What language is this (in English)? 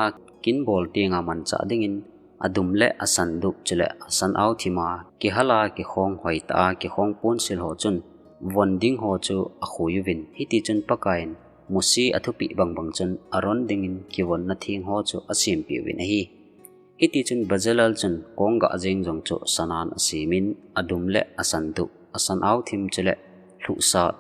Thado Chin